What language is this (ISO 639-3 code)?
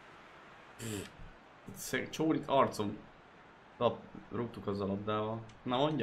hun